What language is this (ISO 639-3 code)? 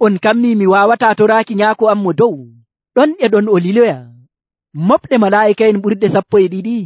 fuv